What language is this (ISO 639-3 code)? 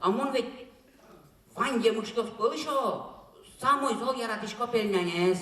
udm